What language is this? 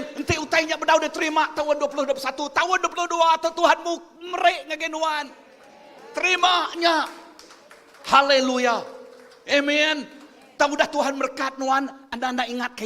Iban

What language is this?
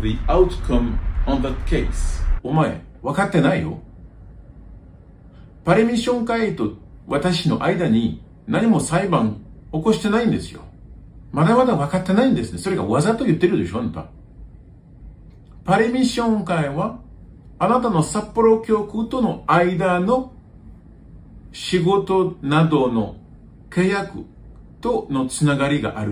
Japanese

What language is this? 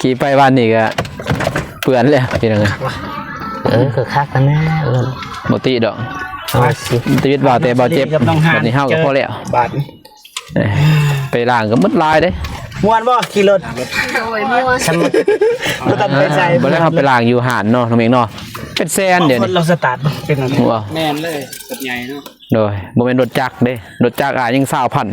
Lao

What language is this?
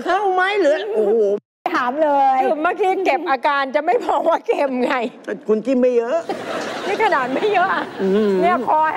Thai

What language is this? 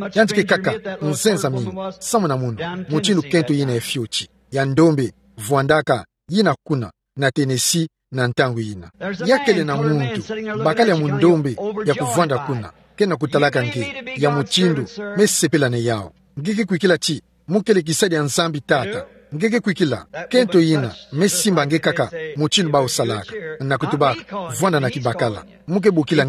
Kituba (Democratic Republic of Congo)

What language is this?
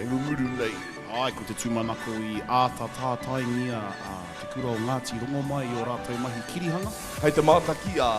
Māori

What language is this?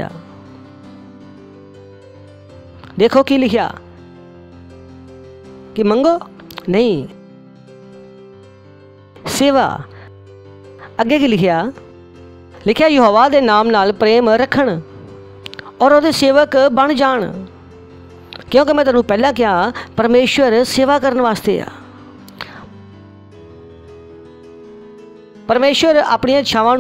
Punjabi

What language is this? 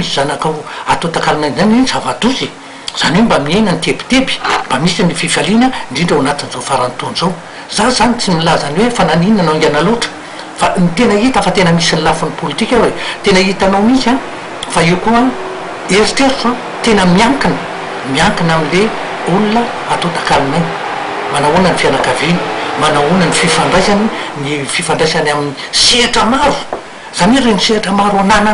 Malagasy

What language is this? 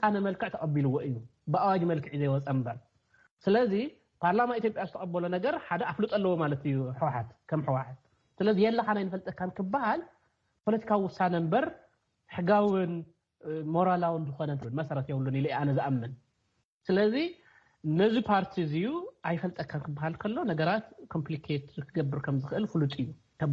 Tigrinya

